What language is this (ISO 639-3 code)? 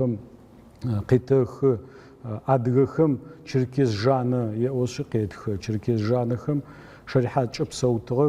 ady